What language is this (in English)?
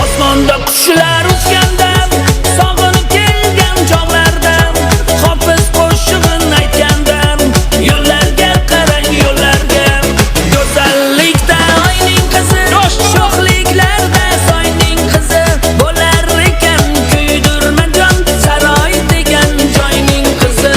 Kara-Kalpak